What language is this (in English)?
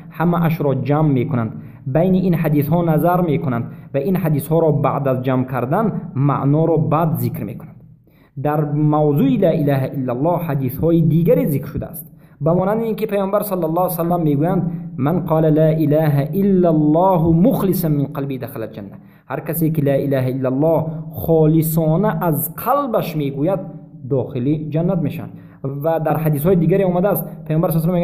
Tajik